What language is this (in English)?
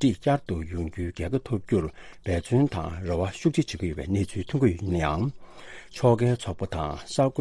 Tibetan